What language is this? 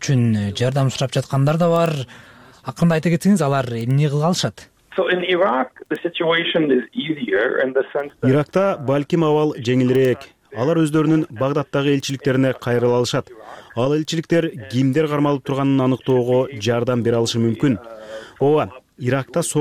Kyrgyz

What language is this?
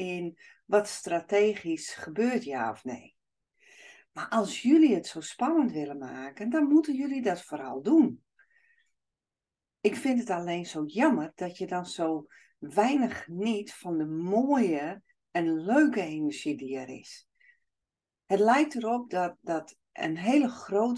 Dutch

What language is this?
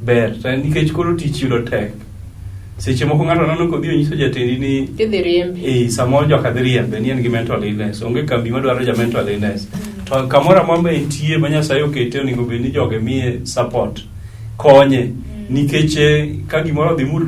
Luo (Kenya and Tanzania)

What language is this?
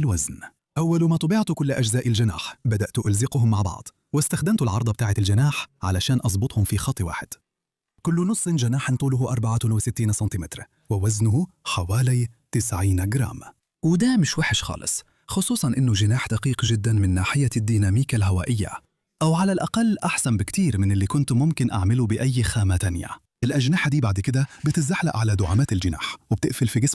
Egyptian Arabic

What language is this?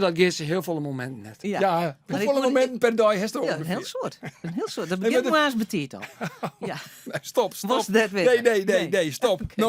Western Frisian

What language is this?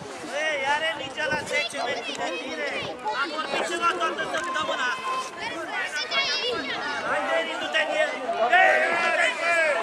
Romanian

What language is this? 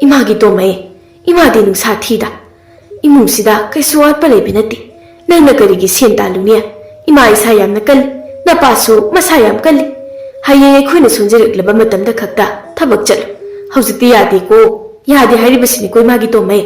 Manipuri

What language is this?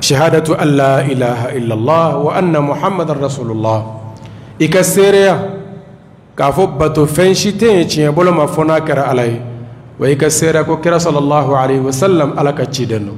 Bambara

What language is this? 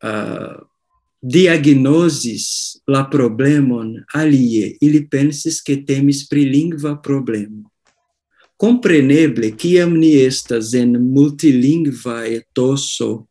Esperanto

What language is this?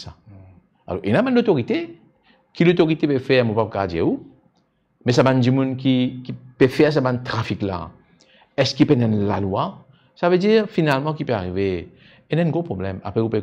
Morisyen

